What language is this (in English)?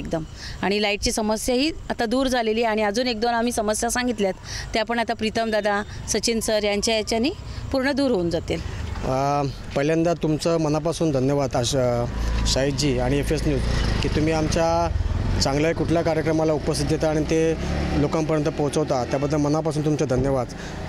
Marathi